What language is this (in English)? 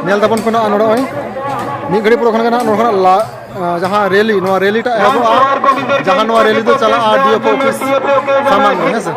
Santali